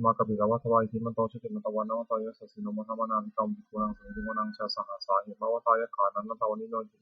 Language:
Pali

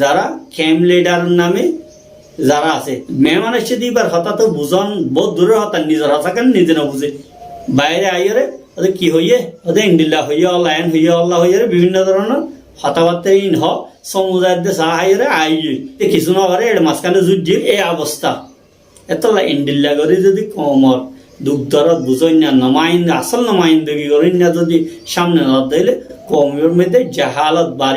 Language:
Rohingya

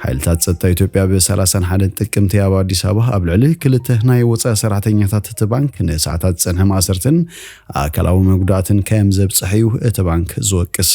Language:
Tigrinya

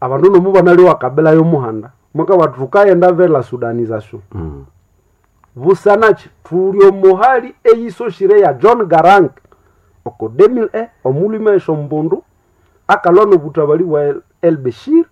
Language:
Nande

